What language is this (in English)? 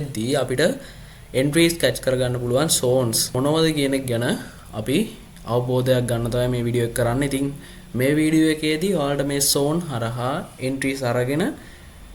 Sinhala